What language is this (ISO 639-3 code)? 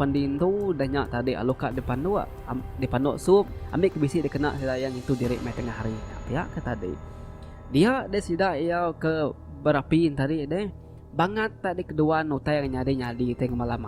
iba